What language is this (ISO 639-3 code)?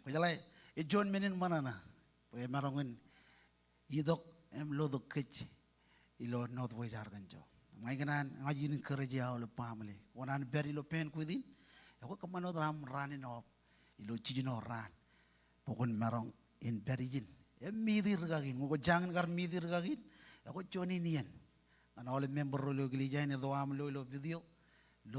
mah